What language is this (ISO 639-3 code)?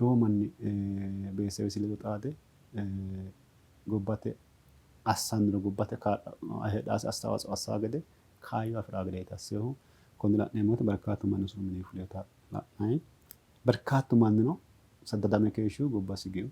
sid